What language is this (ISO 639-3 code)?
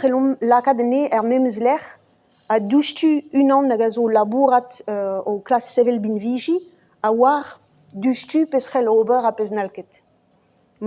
bre